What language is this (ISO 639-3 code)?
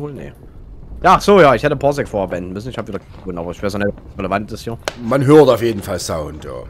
deu